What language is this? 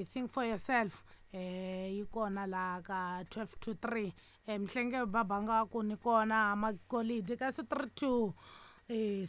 Tsonga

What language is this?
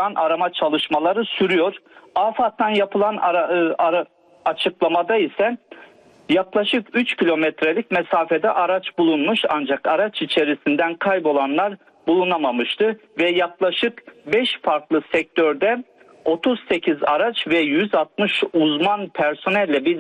Turkish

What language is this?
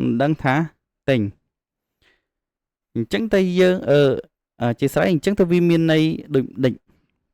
Khmer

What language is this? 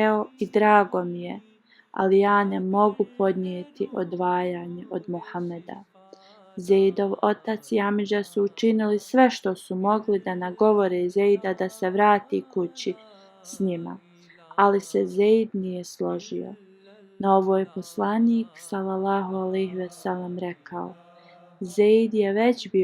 Bosnian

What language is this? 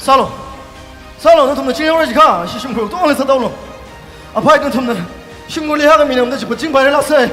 Tangkhul Naga (India)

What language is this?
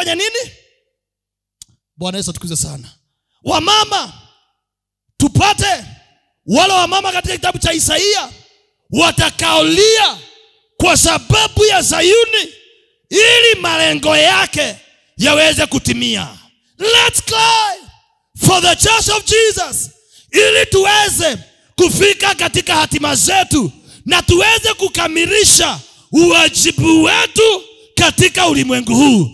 Swahili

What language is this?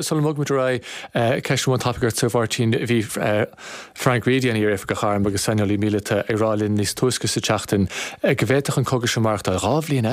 Irish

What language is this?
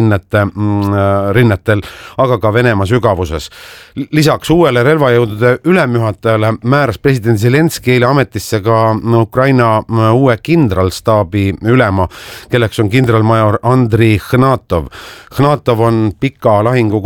Estonian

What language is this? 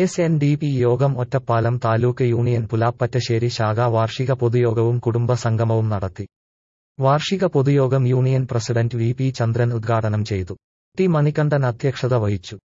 Malayalam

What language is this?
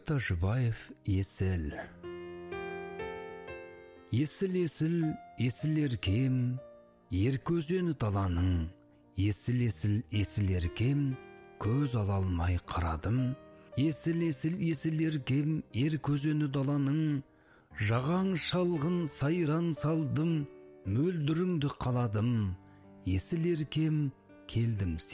Kazakh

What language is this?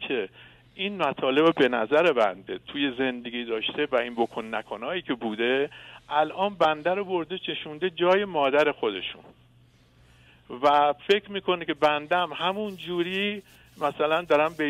Persian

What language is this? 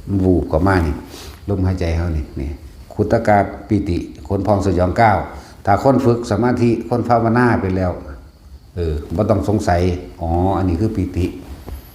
Lao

